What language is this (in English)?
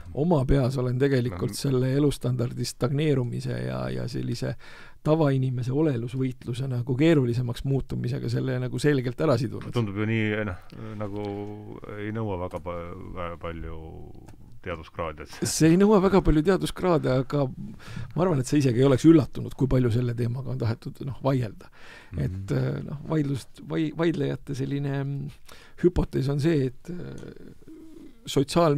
Estonian